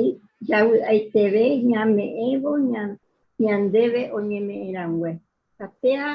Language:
Guarani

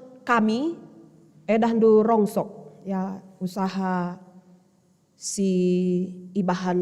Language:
Batak Karo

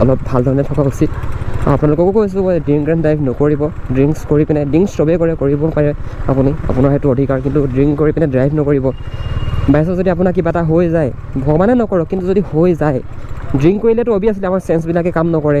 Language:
Assamese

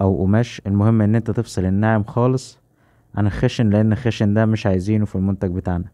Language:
Egyptian Arabic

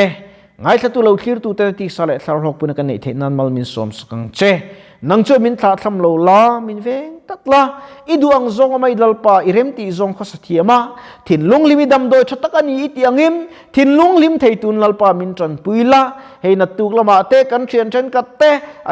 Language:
Mizo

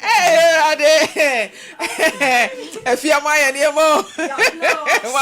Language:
Akan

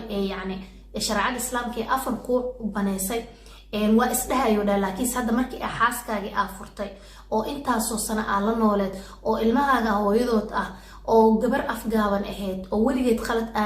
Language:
Somali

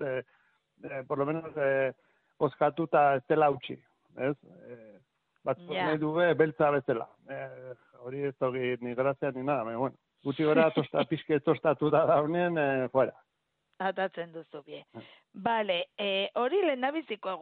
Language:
Basque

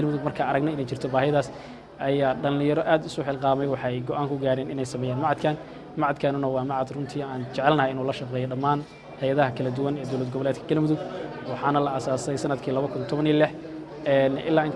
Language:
Somali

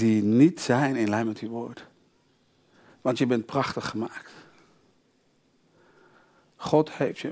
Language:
Dutch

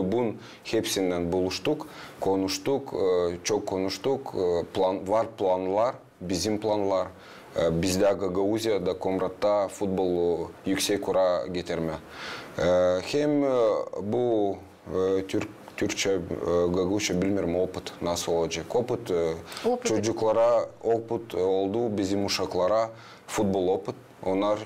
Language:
Gagauz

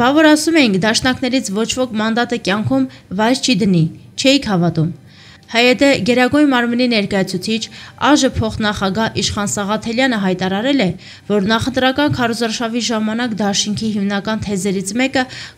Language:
Armenian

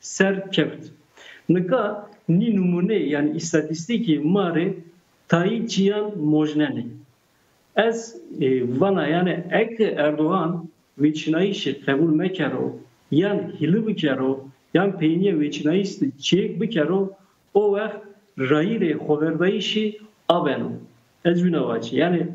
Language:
Zaza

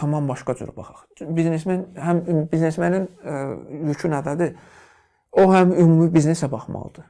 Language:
Azerbaijani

